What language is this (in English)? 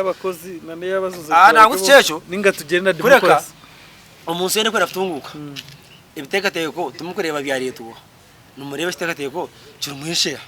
Nyankole